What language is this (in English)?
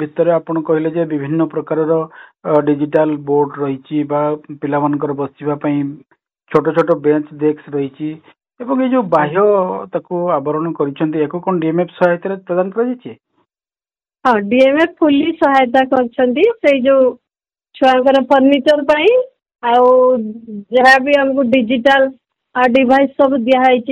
Odia